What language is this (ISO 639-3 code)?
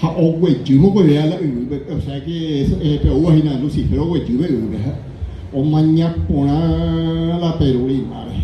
grn